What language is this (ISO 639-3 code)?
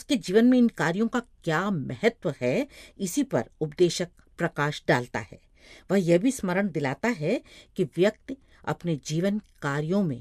hin